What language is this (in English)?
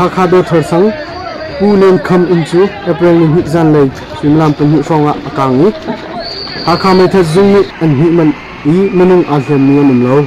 Hakha Chin